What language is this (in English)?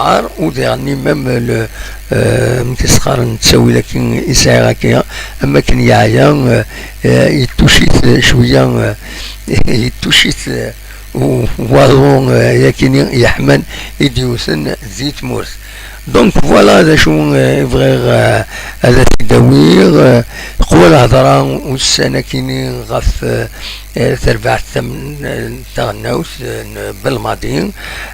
Kabyle